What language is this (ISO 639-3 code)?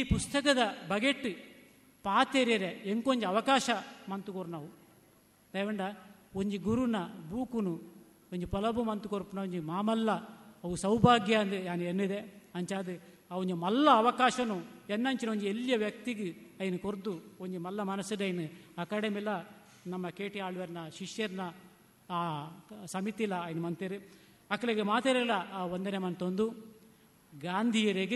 tcy